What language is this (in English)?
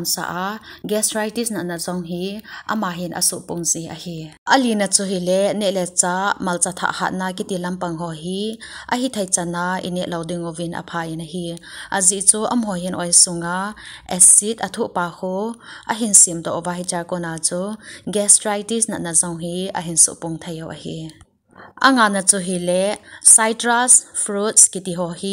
Thado Chin